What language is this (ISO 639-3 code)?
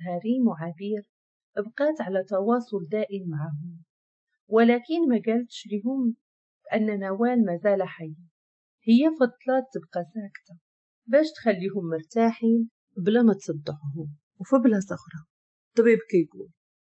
ary